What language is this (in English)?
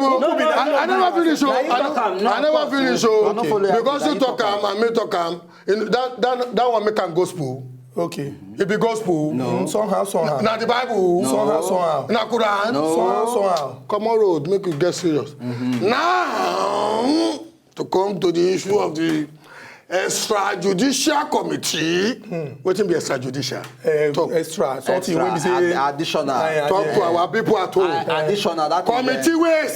Nigerian Pidgin